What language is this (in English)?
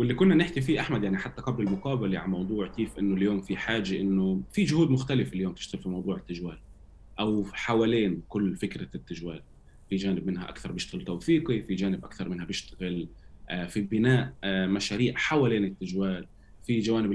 North Levantine Arabic